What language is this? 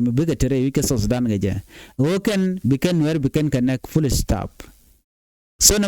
Nuer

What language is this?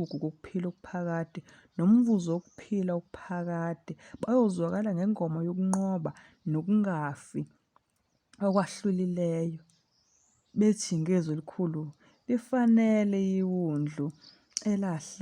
Zulu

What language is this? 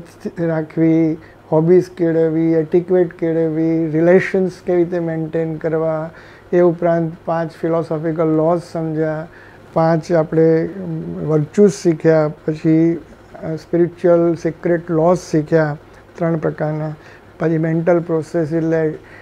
Gujarati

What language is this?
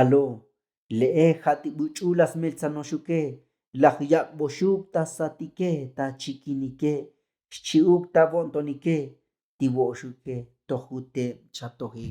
Tzotzil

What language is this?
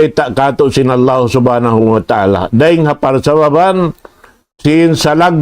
Tausug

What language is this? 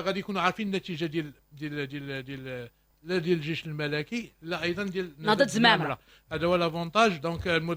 Moroccan Arabic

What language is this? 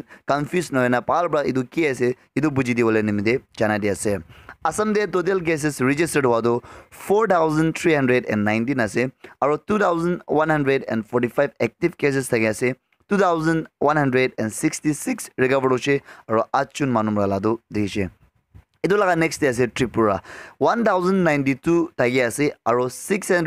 Naga Pidgin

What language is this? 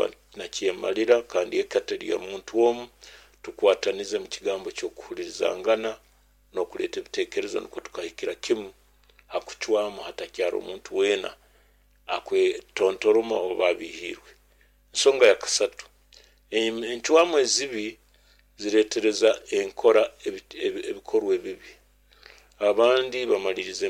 Nyoro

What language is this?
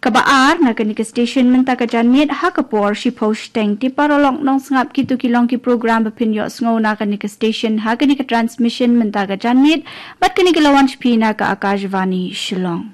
Khasi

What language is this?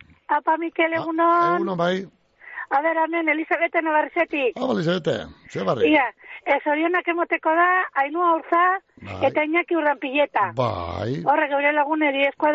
Basque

